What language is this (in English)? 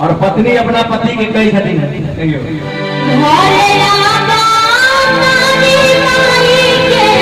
Maithili